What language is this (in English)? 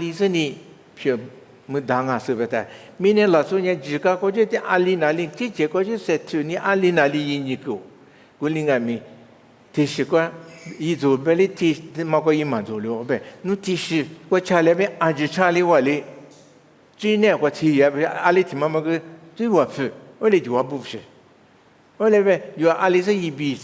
Lisu